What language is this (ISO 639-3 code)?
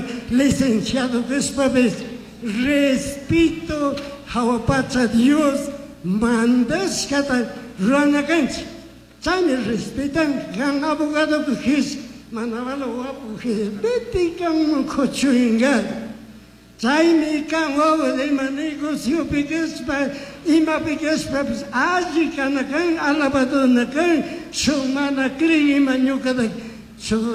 qug